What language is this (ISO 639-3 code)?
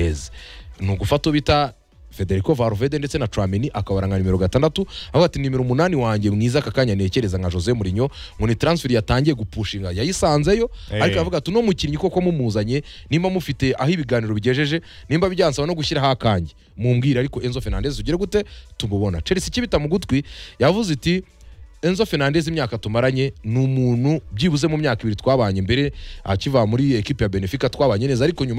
kin